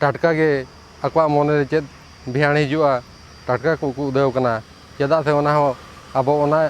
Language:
Santali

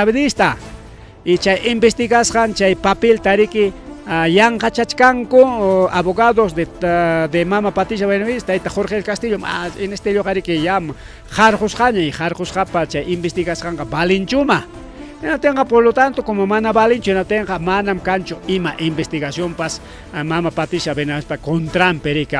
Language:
Ayacucho Quechua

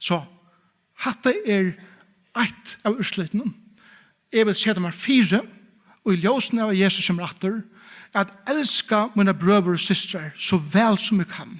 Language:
Faroese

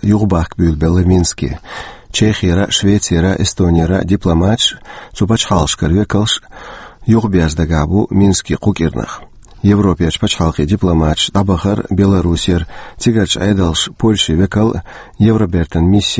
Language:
Chechen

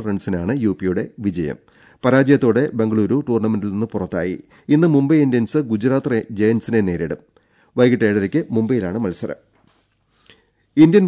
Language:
Malayalam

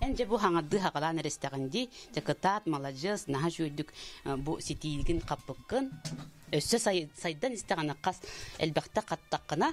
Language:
Yakut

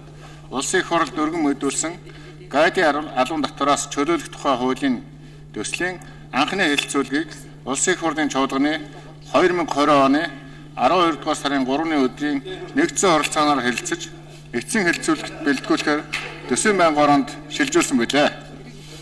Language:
Mongolian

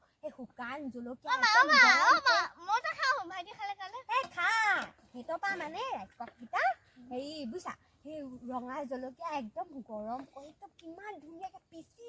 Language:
Assamese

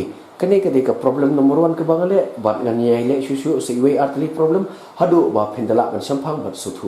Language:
Khasi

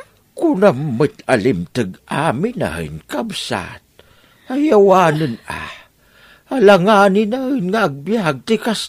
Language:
Iloko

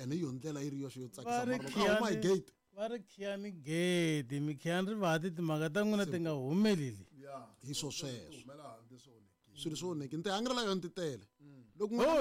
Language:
Tsonga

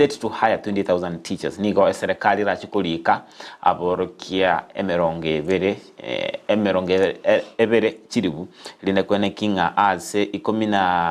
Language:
Gusii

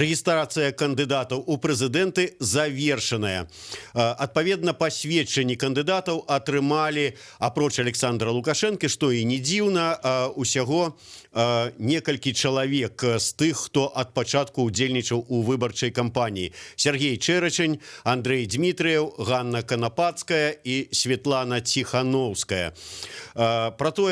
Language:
Belarusian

